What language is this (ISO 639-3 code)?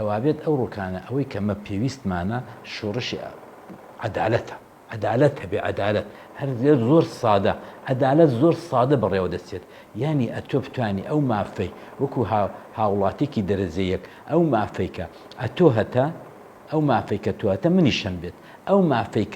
ckb